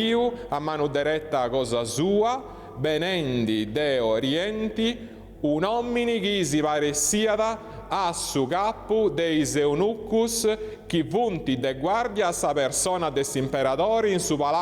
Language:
Sardinian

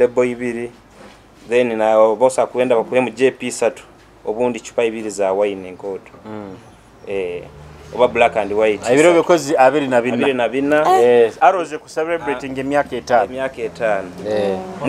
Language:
Nyoro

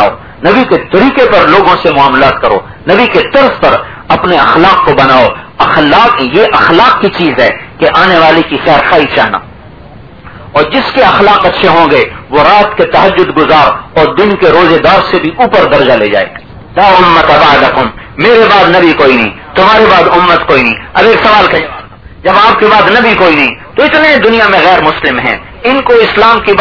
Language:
Urdu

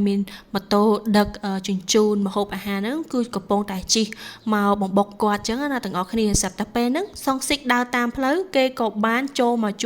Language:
Khmer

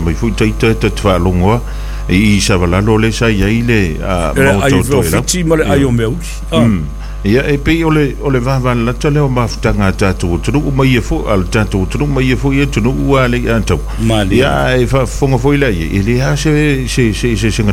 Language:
Samoan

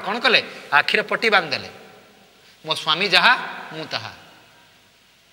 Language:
Odia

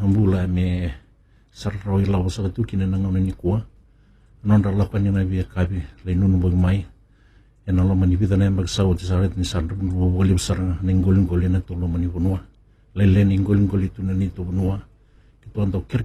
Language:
Fijian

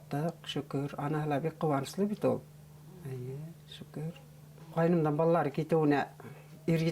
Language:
Bashkir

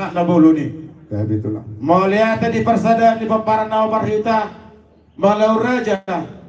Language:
Batak Toba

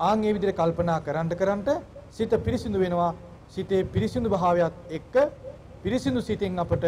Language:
Sinhala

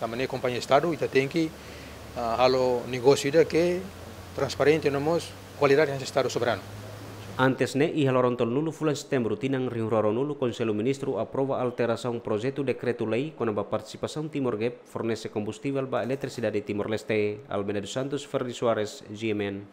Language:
Tetum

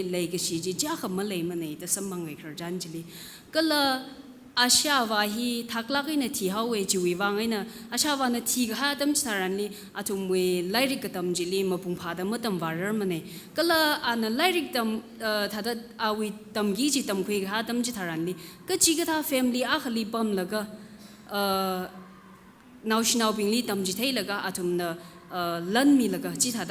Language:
Tangkhul Naga (India)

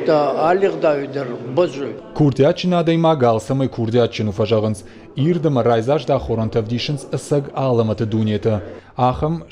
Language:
Ossetic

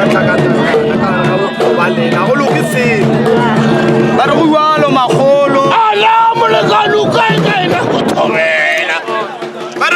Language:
Northern Sotho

